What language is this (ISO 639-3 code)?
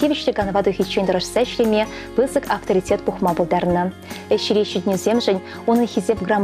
chv